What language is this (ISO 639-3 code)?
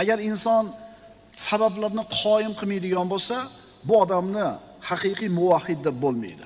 uzb